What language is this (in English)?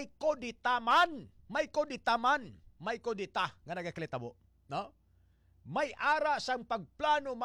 Hiligaynon